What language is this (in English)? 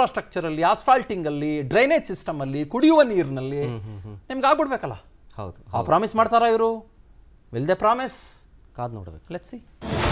Kannada